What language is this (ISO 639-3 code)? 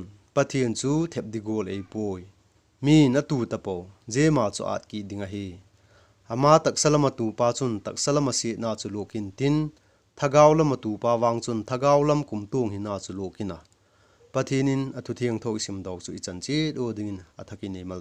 vap